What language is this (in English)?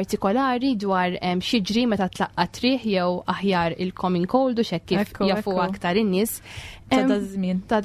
Maltese